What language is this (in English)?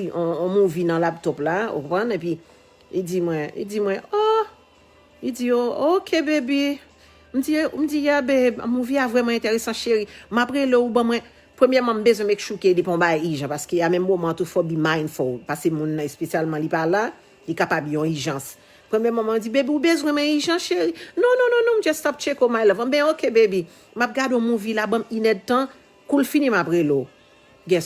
Haitian Creole